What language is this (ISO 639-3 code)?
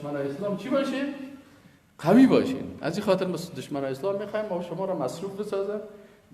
fas